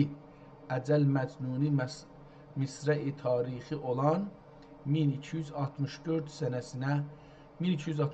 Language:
South Azerbaijani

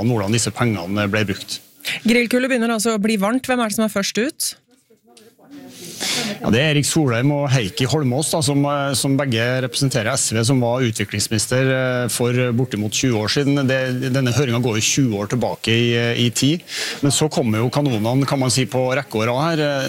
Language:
Norwegian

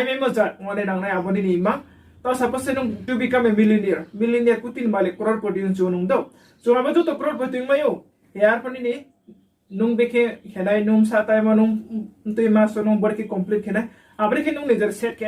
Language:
Riang (India)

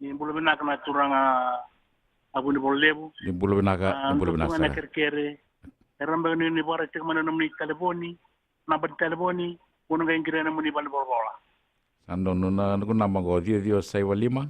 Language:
Fijian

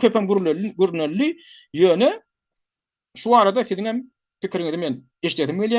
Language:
Turkmen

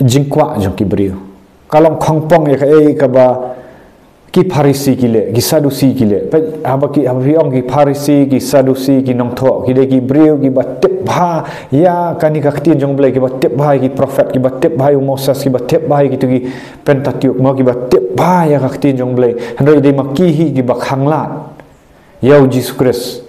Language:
Khasi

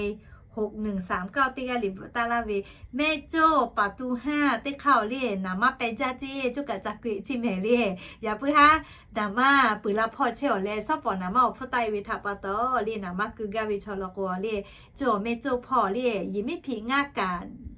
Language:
Lahu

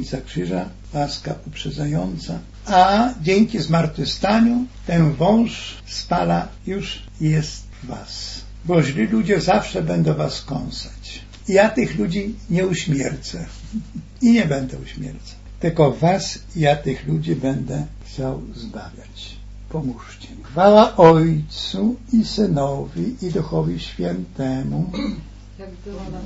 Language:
Polish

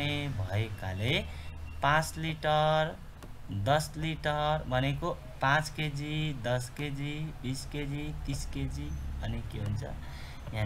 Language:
Nepali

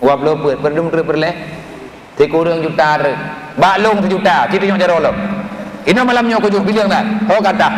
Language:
Achinese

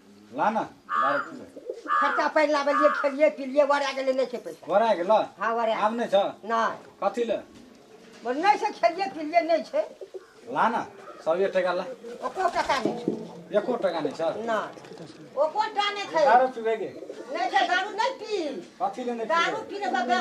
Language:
Maithili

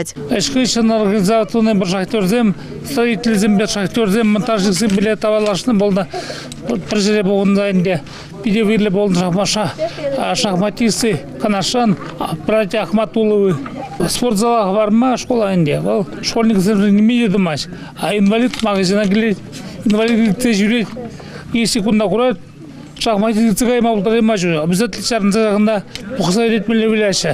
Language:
Chuvash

